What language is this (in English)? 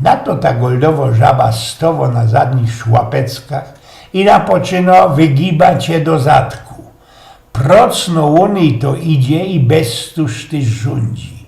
Silesian